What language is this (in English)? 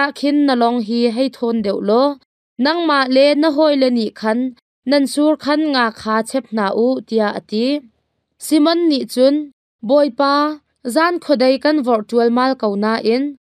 Hakha Chin